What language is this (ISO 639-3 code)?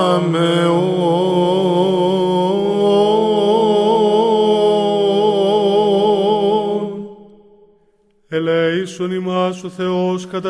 ell